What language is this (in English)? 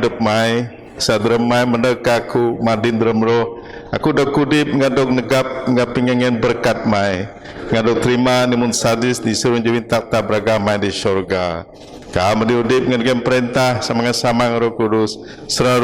Biatah Bidayuh